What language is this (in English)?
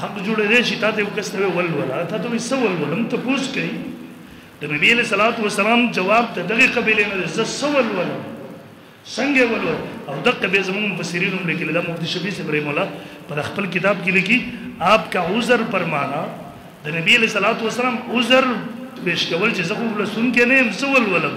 Pashto